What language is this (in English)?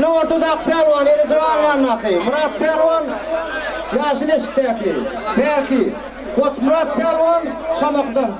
Turkmen